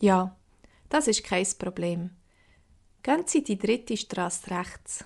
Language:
Swiss German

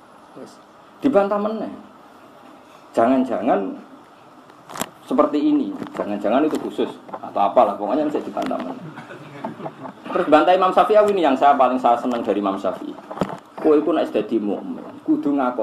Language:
Indonesian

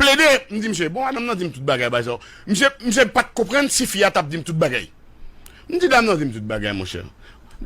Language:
Haitian Creole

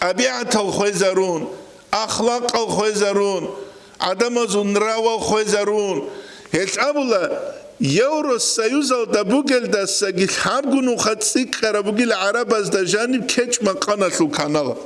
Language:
Avaric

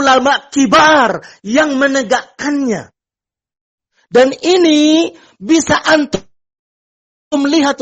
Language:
Indonesian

